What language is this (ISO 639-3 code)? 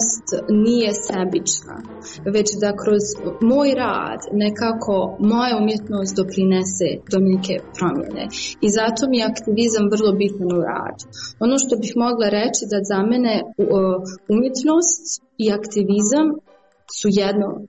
hrv